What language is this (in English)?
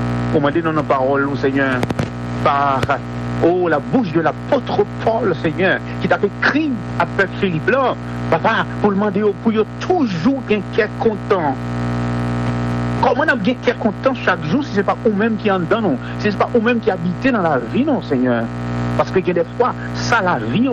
Haitian Creole